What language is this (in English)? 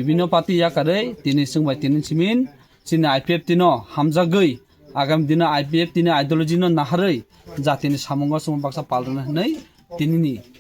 Kok Borok